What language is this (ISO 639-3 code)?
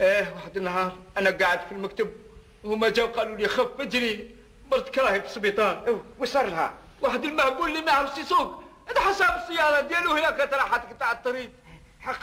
arq